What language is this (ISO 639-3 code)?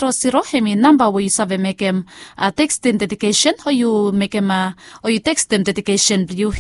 bis